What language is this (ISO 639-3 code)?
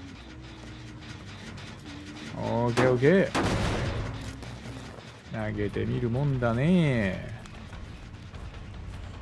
jpn